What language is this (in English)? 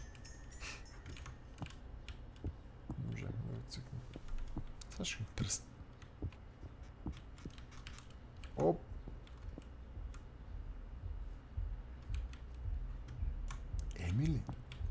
Bulgarian